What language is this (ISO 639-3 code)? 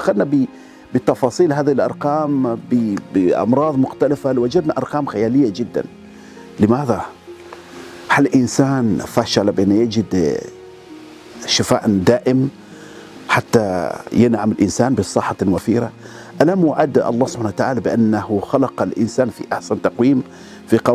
ara